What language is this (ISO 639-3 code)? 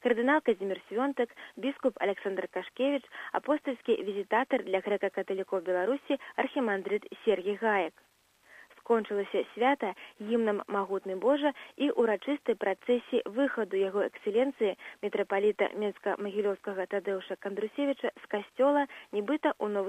bel